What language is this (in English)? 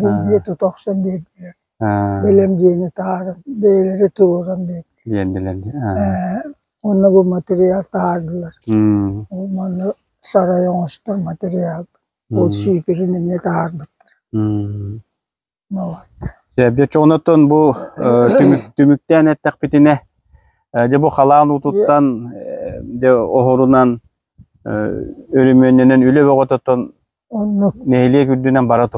Yakut